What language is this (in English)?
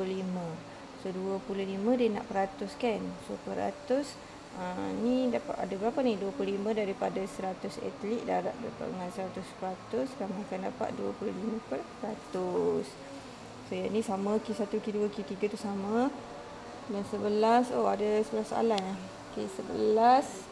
Malay